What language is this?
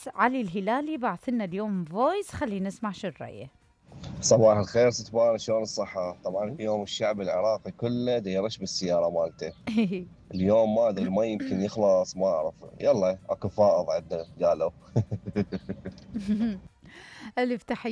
Mesopotamian Arabic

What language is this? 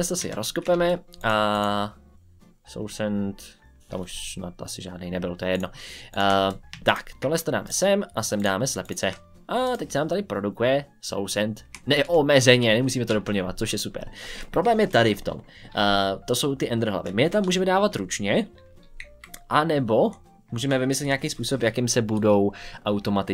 Czech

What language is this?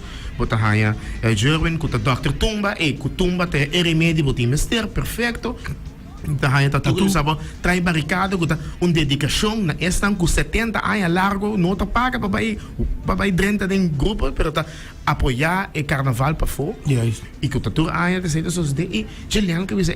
Papiamento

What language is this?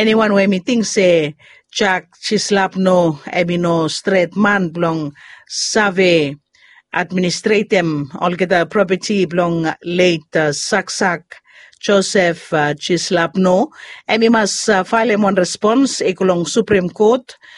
Bislama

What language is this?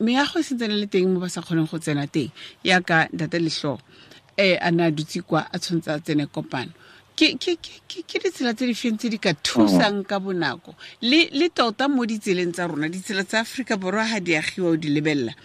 Tswana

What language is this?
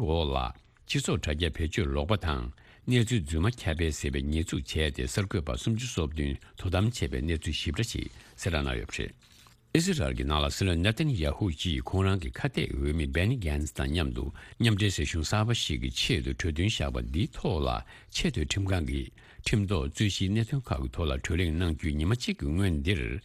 Tibetan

